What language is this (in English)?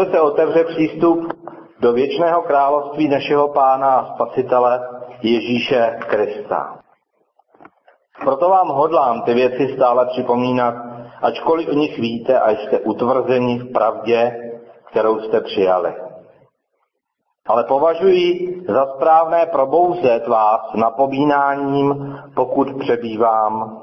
Czech